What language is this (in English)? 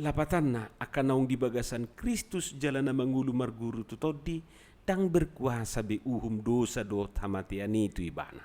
Batak Toba